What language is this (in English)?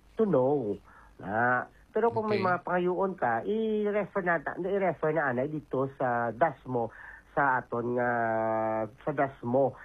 Hiligaynon